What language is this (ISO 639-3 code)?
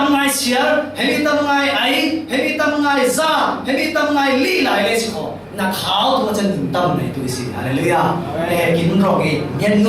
cfm